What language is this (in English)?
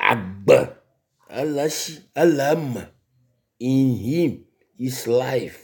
Ewe